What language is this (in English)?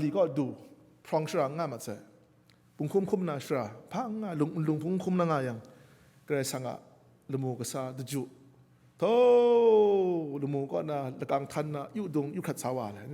Kachin